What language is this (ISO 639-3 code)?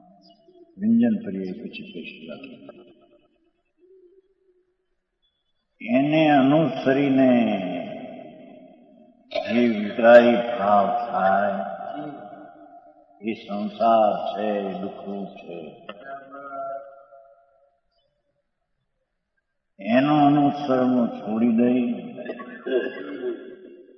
guj